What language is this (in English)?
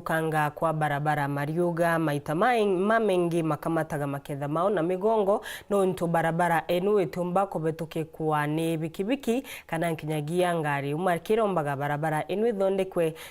Meru